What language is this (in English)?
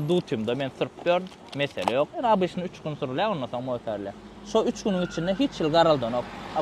Turkmen